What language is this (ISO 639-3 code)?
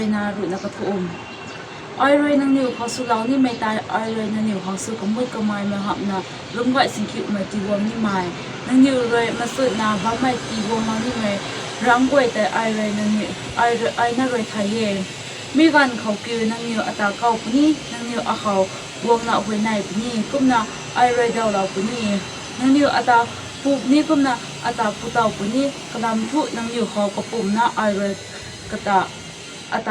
nbu